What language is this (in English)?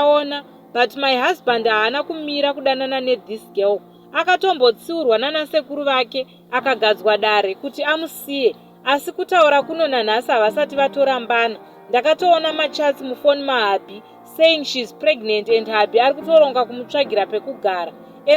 Shona